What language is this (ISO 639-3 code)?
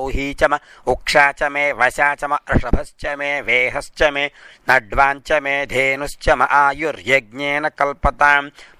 san